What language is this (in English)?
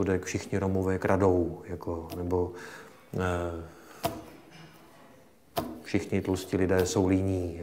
Czech